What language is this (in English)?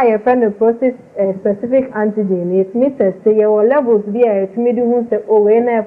Akan